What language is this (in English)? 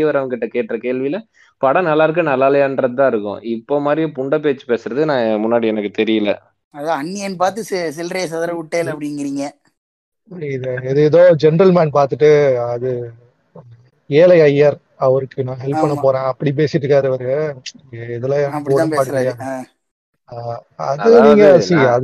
Tamil